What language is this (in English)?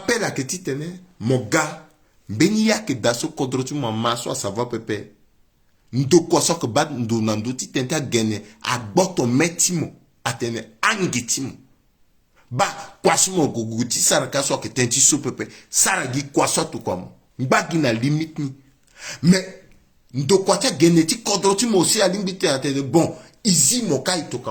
Sango